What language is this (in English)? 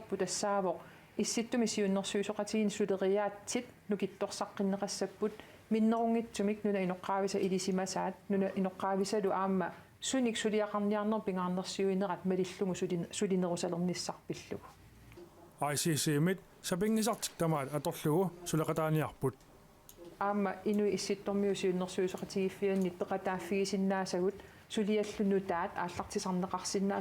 Kalaallisut